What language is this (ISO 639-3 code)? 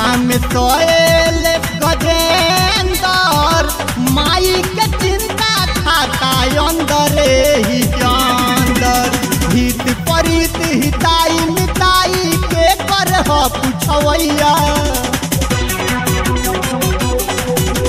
bho